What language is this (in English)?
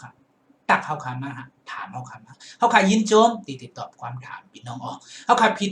Shan